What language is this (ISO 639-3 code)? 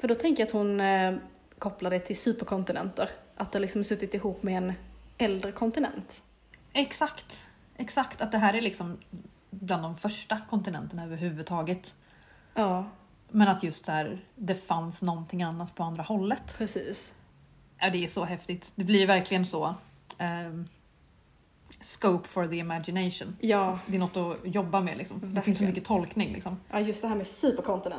swe